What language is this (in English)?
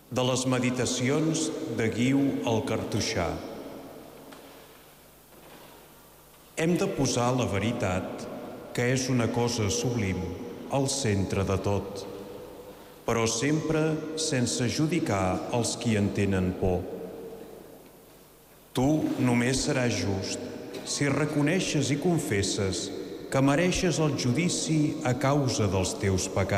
Catalan